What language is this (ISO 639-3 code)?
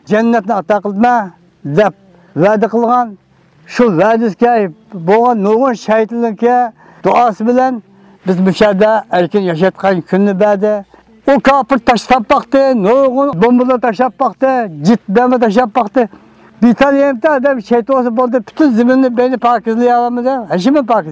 uig